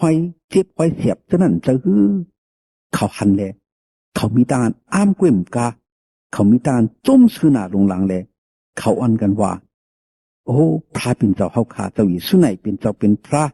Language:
Shan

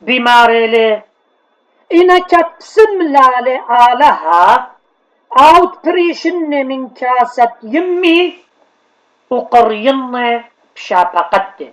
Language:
Assyrian Neo-Aramaic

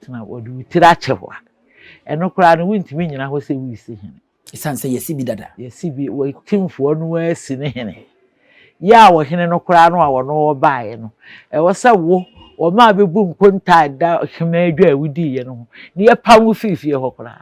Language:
Akan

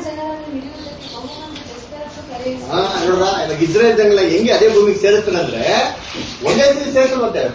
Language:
Kannada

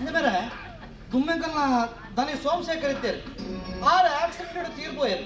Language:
Tulu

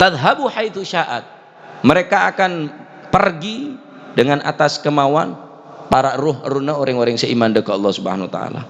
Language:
Madurese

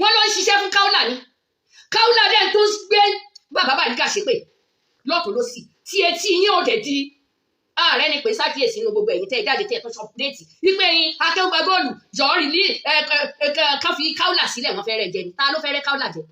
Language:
Yoruba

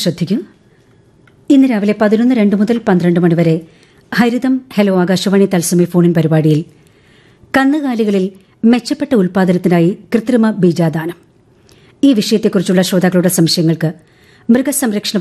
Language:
Malayalam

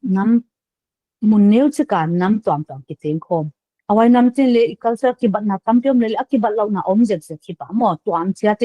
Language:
Paite Chin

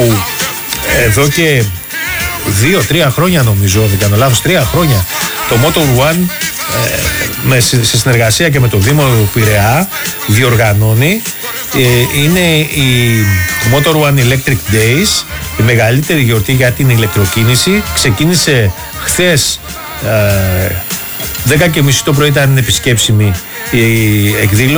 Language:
Greek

